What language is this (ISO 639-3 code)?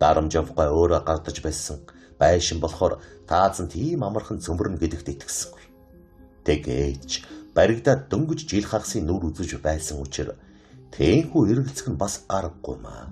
mon